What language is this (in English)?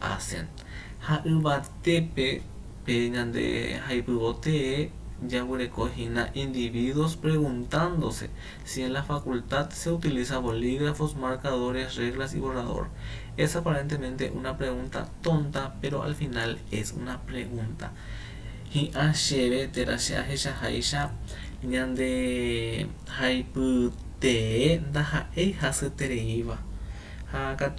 Guarani